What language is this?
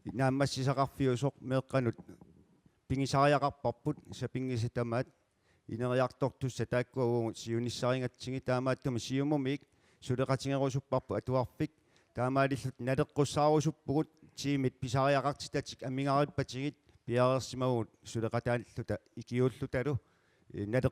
Kalaallisut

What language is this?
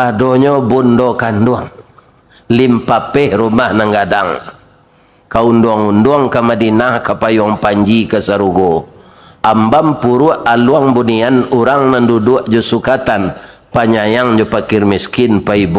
Minangkabau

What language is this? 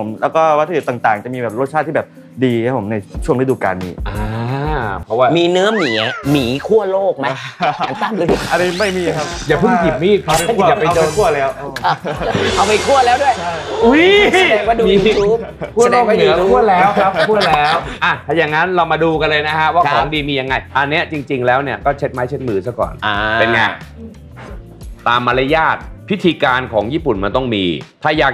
Thai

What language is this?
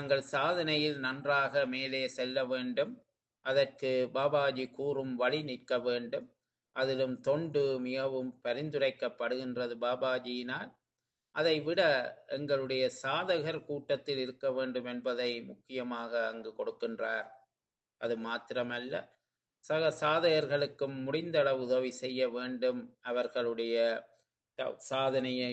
Tamil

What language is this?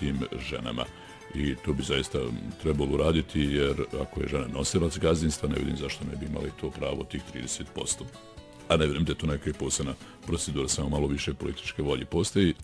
Bosnian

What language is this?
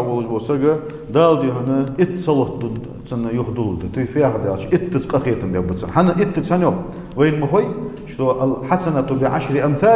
Ingush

